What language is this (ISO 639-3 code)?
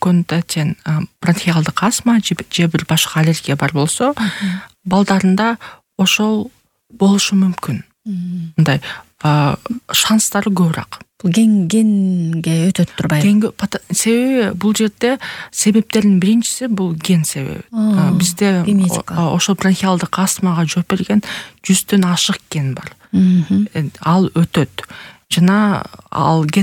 kir